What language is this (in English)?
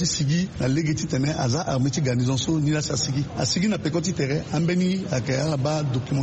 Sango